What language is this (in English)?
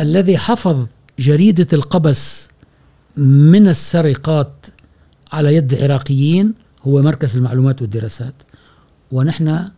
Gulf Arabic